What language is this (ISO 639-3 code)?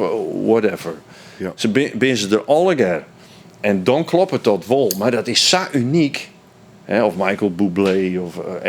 fry